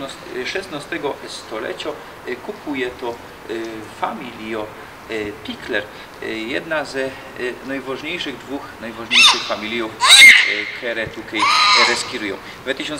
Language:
Silesian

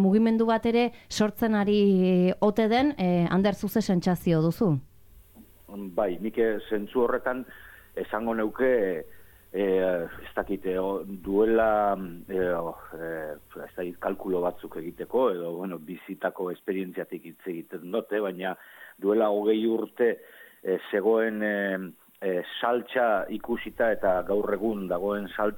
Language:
Basque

